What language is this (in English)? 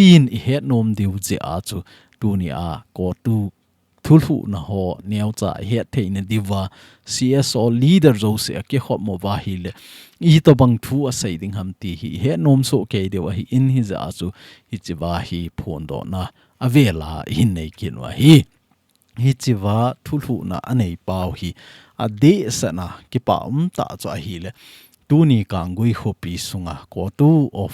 Thado Chin